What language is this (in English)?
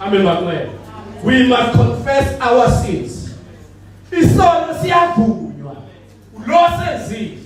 Zulu